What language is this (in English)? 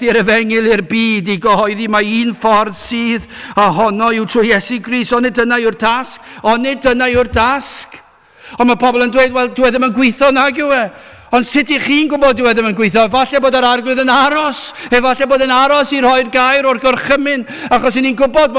Welsh